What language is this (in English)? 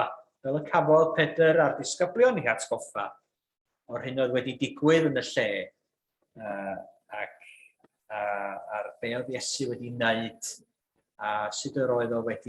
Welsh